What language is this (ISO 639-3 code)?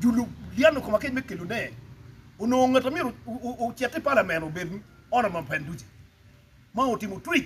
ach